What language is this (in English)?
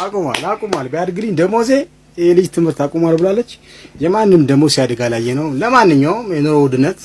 Amharic